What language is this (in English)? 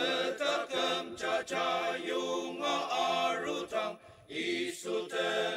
Ao Naga